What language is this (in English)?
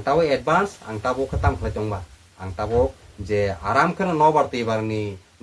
Kok Borok